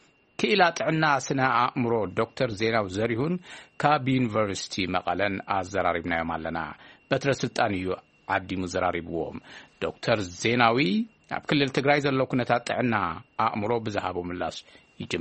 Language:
Tigrinya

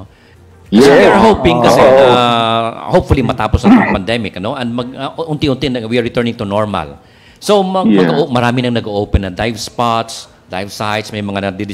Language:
Filipino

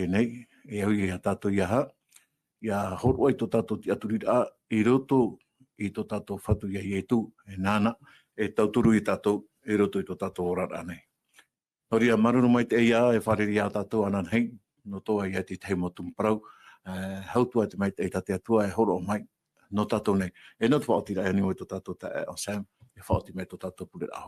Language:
Tahitian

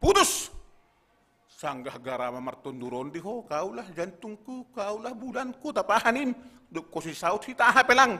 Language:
Batak Simalungun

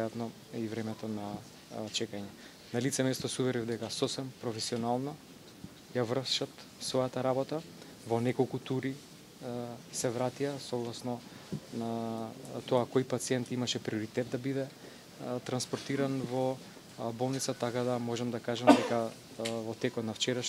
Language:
Macedonian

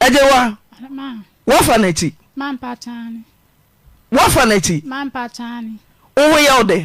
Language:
Akan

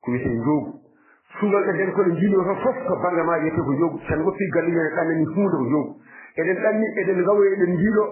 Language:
Fula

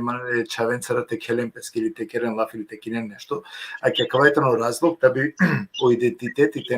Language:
Balkan Romani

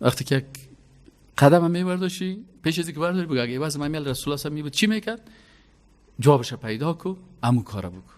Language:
Persian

